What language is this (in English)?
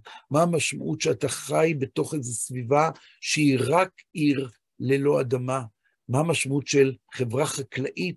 Hebrew